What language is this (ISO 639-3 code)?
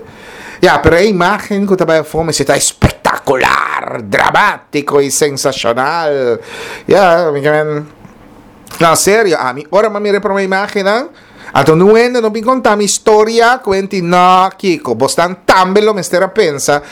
pap